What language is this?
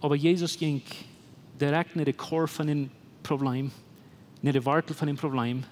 Plautdietsch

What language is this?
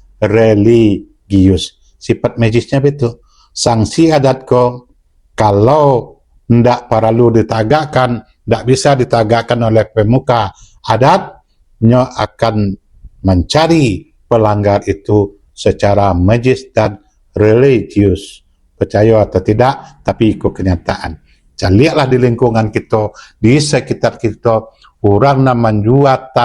Minangkabau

